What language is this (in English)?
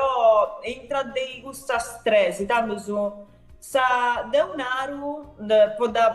Sardinian